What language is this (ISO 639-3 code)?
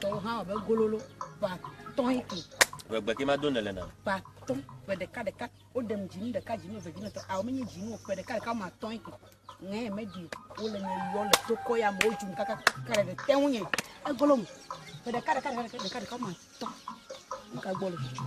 ewe